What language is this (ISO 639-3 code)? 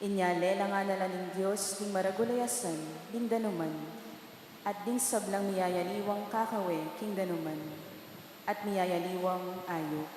pam